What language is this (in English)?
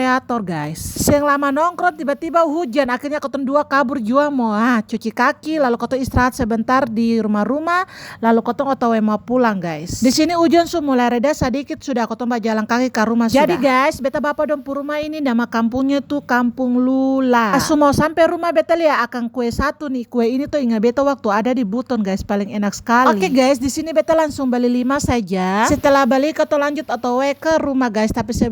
Ambonese Malay